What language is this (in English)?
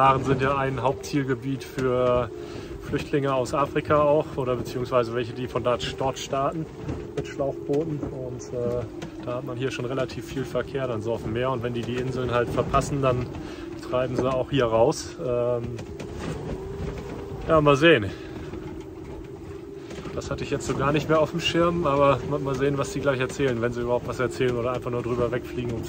German